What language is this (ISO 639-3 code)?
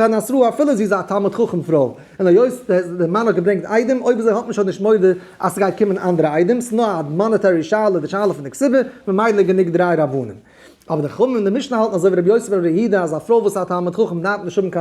yid